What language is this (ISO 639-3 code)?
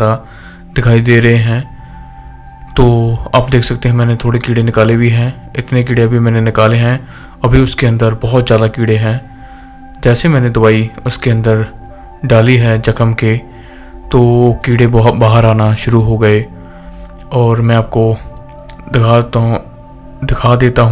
hin